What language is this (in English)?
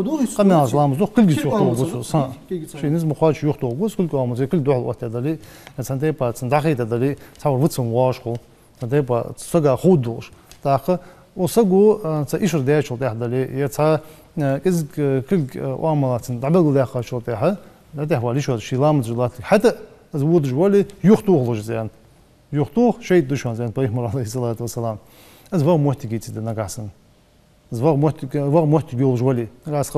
Ingush